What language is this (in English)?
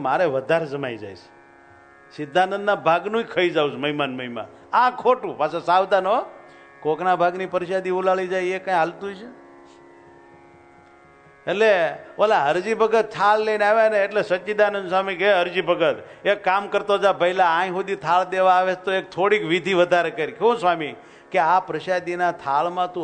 Gujarati